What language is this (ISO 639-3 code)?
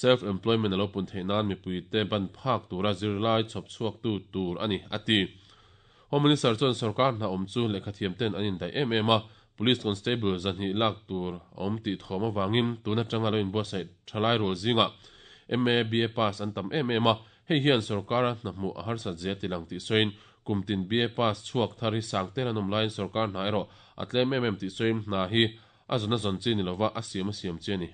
lus